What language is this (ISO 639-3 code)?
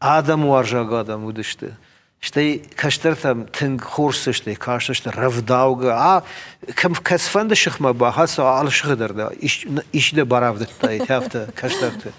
oss